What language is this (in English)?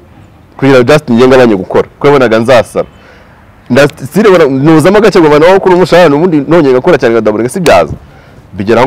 Kinyarwanda